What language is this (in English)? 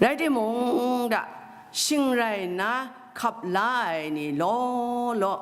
Kachin